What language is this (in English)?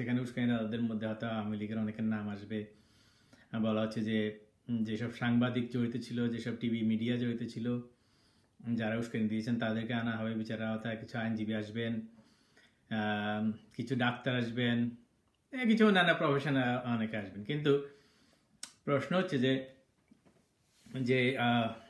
Bangla